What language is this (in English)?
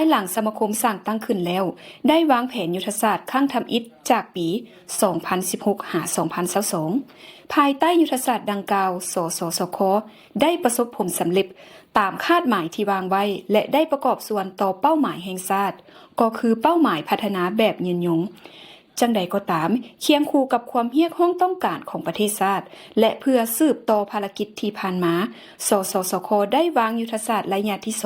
Lao